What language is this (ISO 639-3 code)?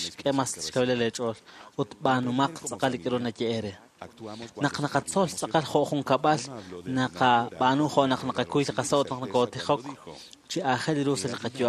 kek